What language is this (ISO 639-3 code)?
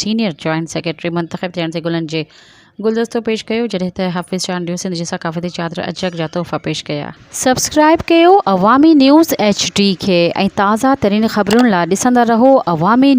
snd